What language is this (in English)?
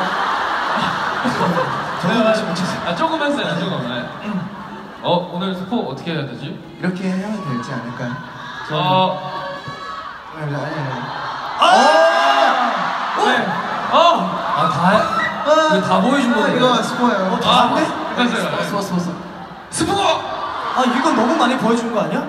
Korean